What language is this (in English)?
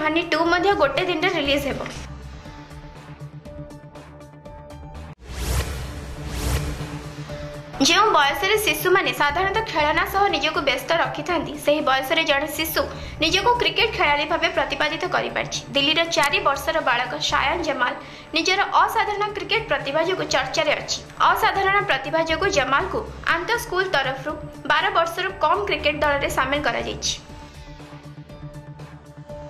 Odia